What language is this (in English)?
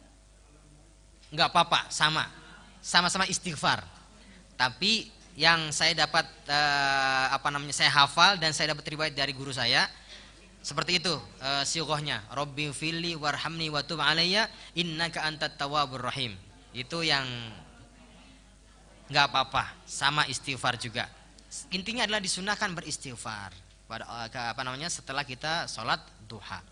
Indonesian